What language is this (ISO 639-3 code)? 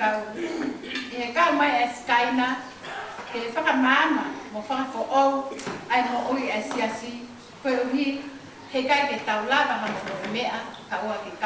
ton